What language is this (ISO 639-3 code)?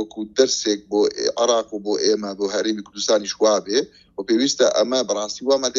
ckb